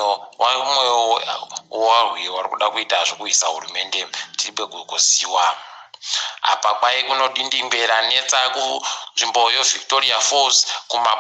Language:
Ndau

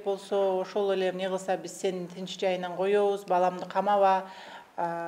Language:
Kyrgyz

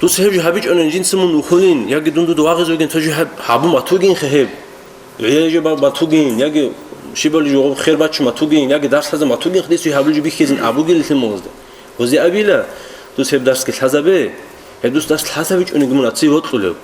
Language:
Avaric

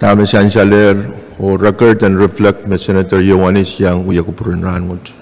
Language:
Pohnpeian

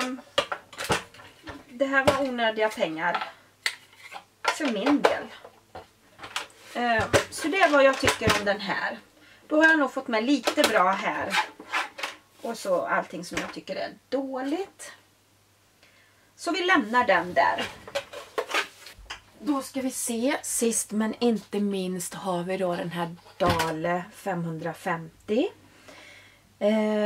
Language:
Swedish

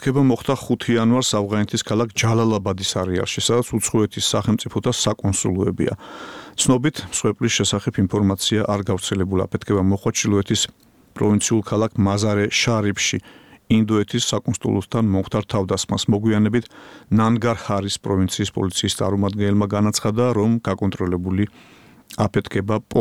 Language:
Georgian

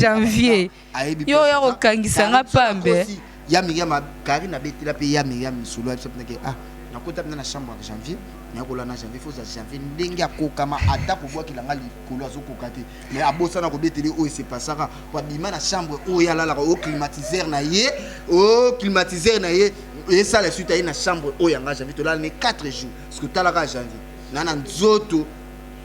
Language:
Lingala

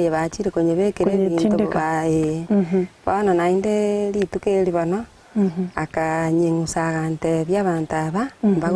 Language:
Gusii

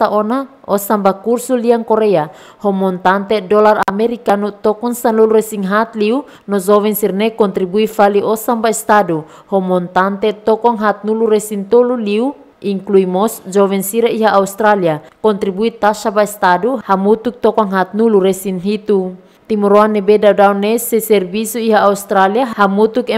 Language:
Tetum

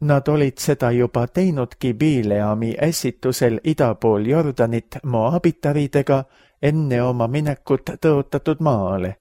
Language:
Estonian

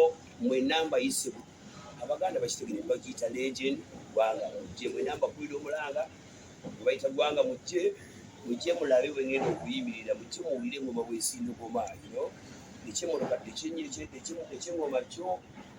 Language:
Ganda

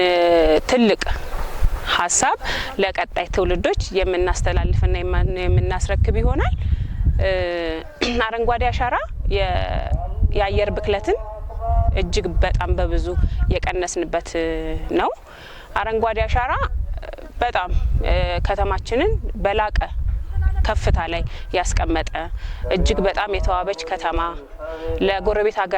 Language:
Amharic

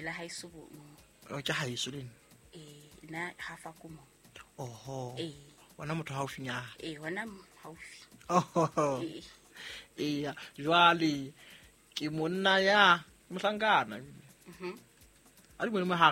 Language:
Southern Sotho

